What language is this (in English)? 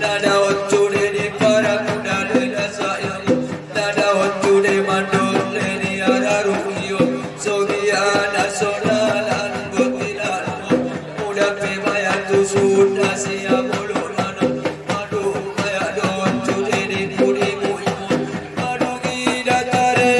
Batak Angkola